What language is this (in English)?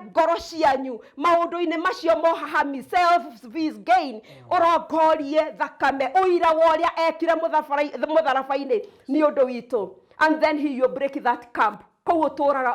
Kikuyu